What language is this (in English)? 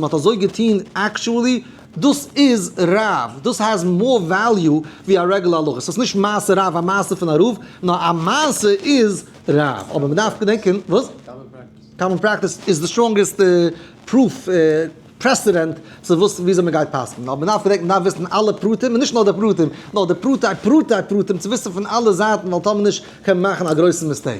Yiddish